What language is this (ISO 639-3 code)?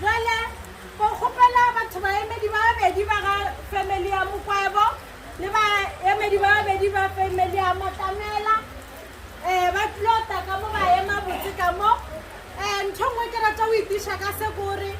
ven